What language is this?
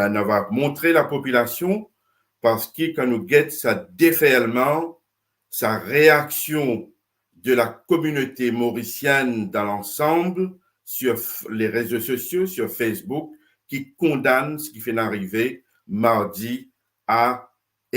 Morisyen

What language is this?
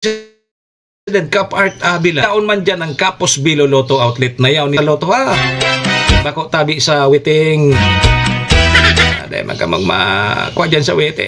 Bikol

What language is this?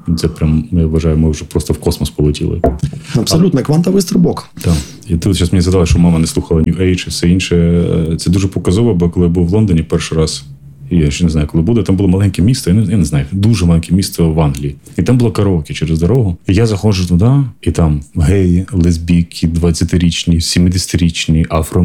Ukrainian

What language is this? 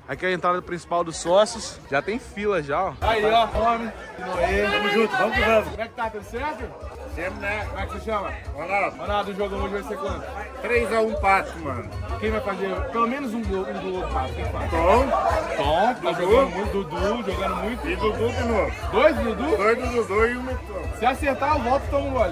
Portuguese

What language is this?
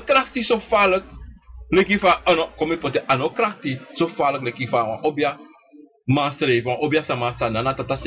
Sranan Tongo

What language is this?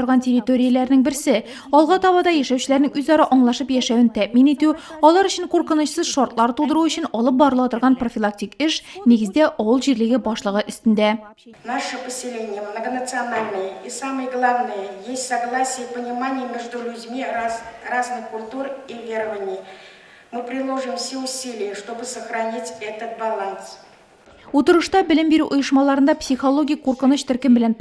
Tatar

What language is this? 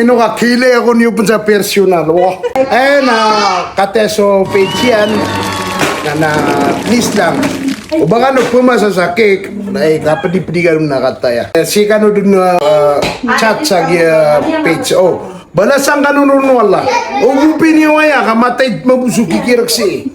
Maranao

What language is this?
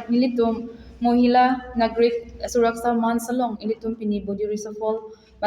Karbi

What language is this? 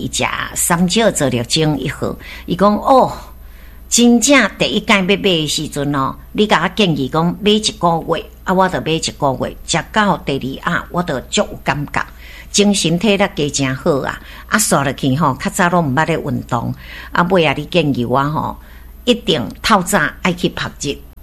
Min Nan Chinese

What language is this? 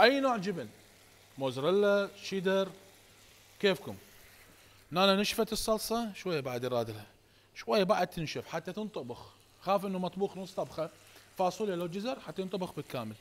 Mesopotamian Arabic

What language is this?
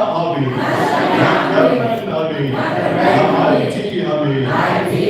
Khasi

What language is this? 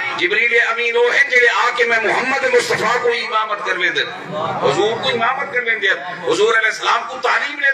Saraiki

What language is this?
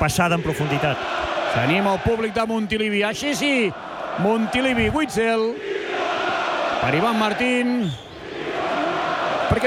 Catalan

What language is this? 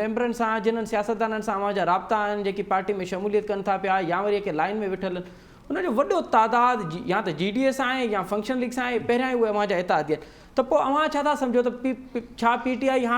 Sindhi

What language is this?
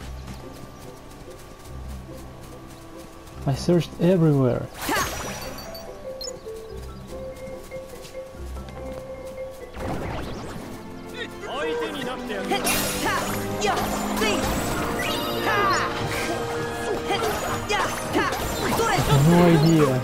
English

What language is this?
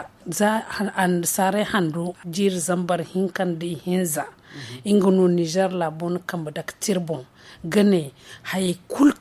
Zarma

